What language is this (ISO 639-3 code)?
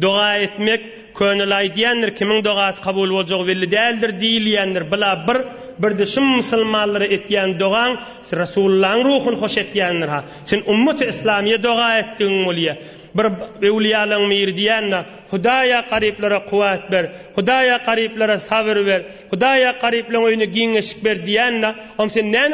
tuk